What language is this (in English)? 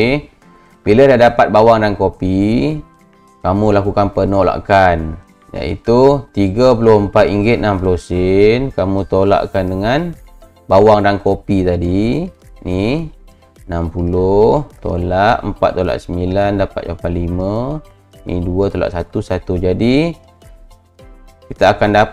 Malay